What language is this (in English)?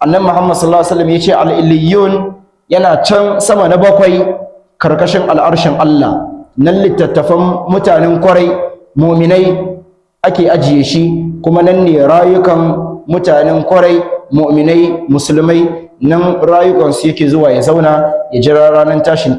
Hausa